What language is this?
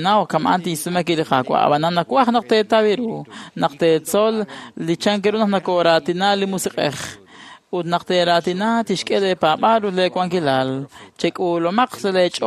Kekchí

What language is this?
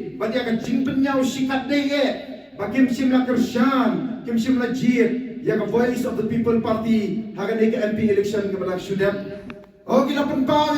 Khasi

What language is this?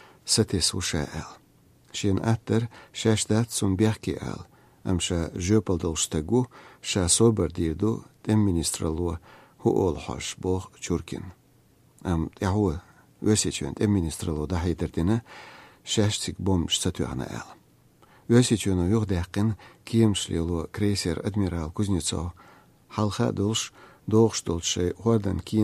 Chechen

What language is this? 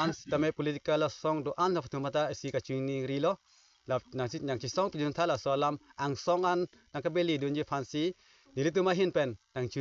Karbi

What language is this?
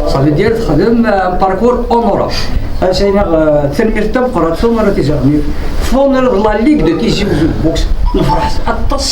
Kabyle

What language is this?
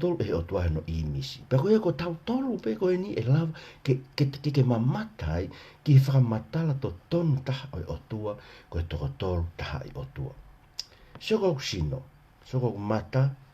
Tongan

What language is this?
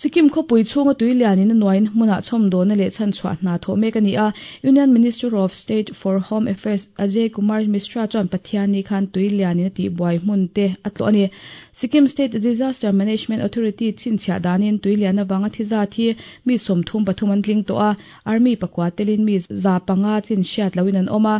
Mizo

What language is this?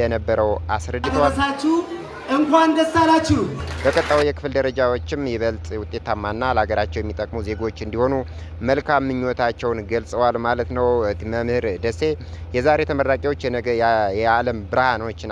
Amharic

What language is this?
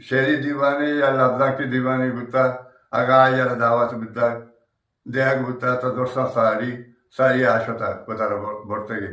Eastern Balochi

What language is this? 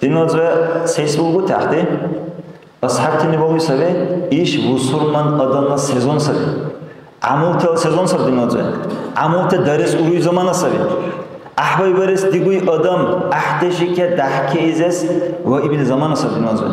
Dargwa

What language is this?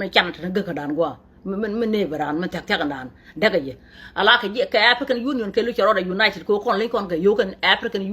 Nuer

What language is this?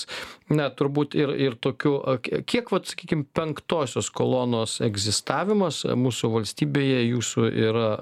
Lithuanian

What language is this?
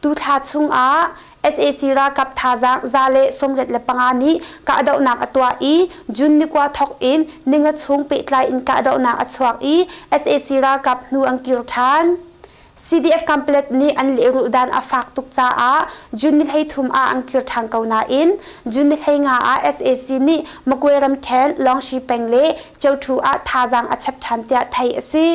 Hakha Chin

